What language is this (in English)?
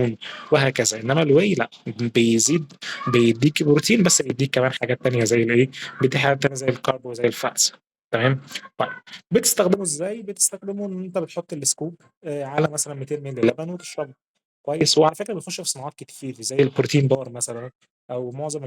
Egyptian Arabic